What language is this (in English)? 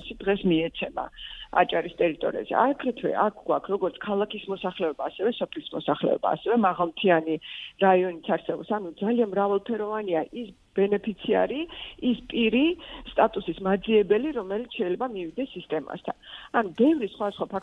Georgian